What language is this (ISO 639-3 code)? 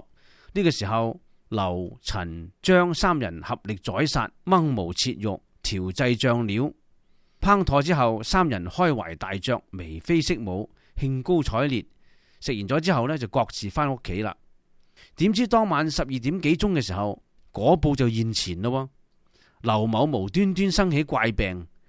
yue